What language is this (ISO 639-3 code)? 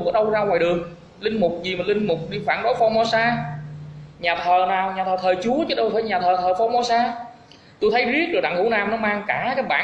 vie